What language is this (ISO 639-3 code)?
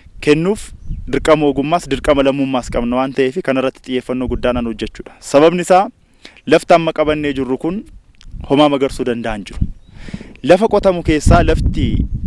orm